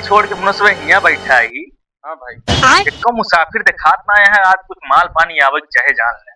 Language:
Awadhi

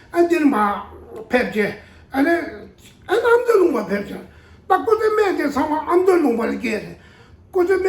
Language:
Tibetan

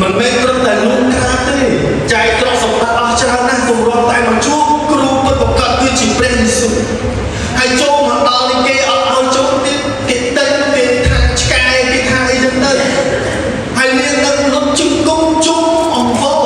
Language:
Khmer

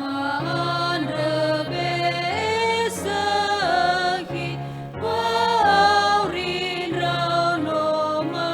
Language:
Nias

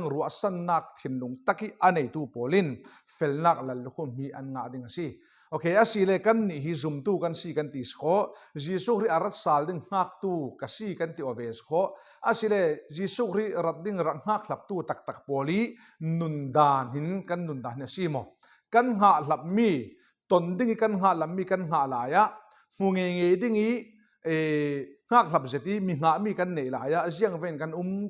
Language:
Falam Chin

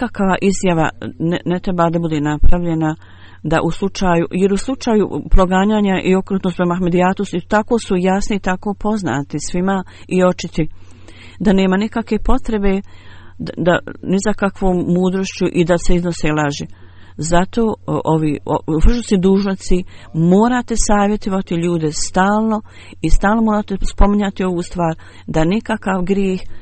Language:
Bosnian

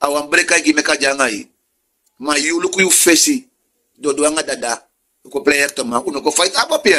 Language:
Sranan Tongo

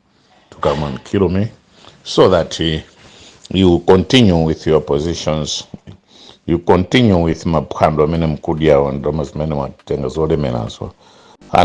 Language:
Nyanja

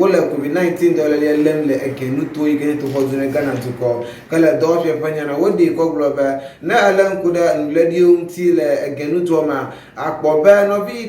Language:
Ewe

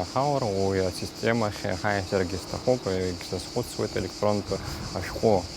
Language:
Abkhazian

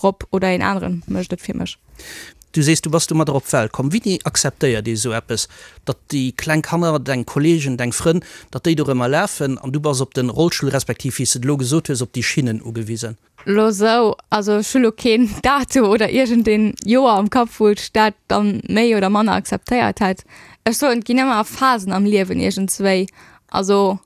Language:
Luxembourgish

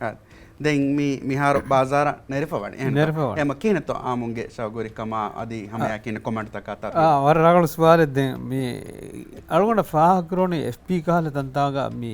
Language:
Divehi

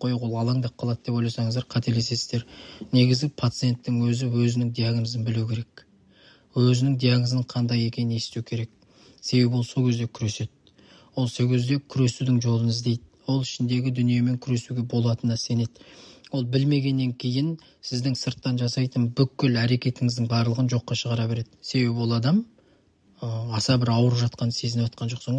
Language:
Kazakh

